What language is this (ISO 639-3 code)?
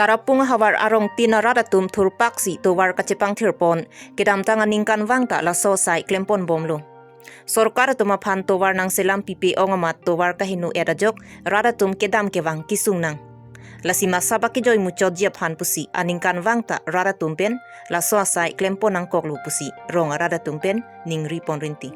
mjw